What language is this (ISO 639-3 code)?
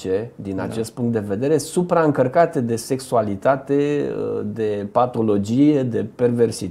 ron